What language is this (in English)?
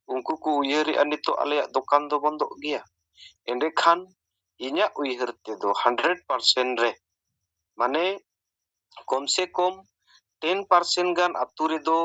Santali